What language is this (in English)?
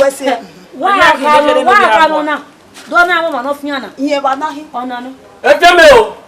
Bini